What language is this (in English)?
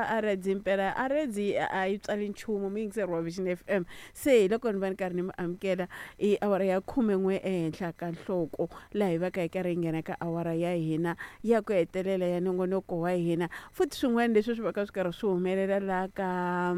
Tsonga